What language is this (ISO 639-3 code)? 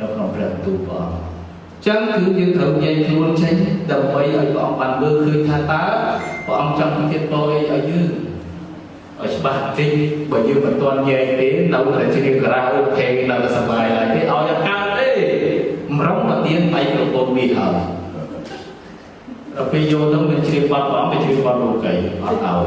khm